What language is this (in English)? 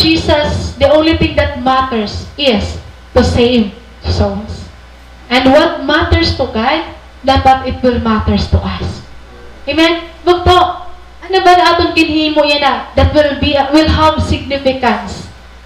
Waray